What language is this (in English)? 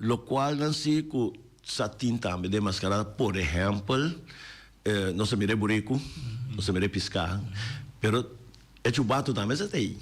Papiamento